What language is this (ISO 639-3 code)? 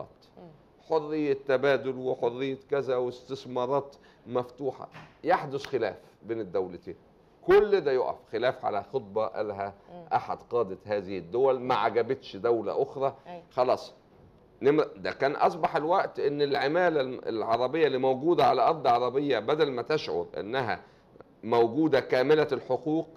arz